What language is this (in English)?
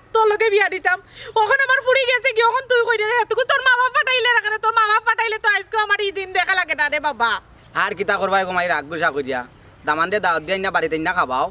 Sylheti